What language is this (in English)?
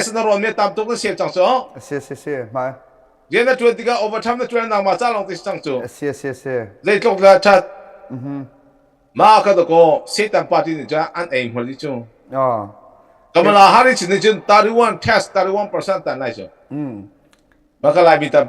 Hakha Chin